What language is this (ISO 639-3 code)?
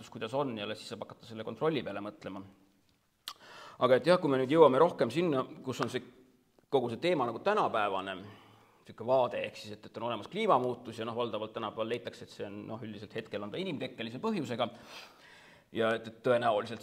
est